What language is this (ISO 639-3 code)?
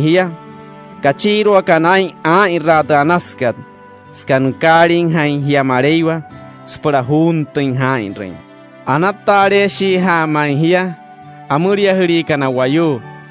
guc